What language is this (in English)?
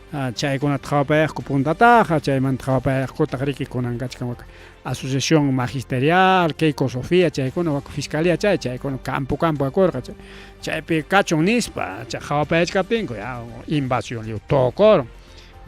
Ayacucho Quechua